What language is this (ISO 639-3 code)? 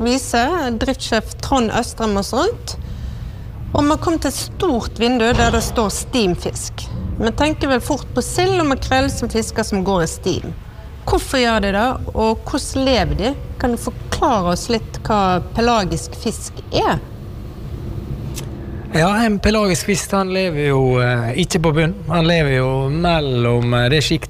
nor